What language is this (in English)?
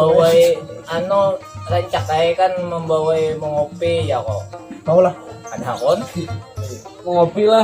Banjar